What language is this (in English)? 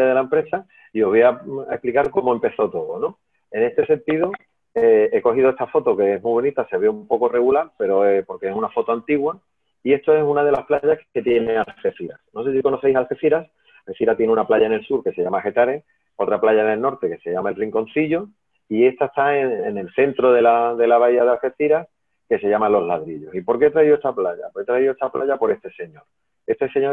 Spanish